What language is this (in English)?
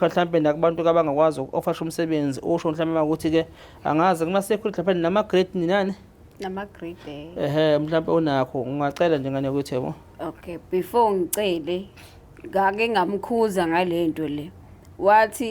Zulu